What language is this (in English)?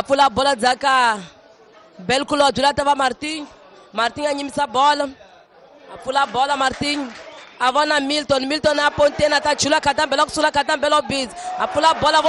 Tsonga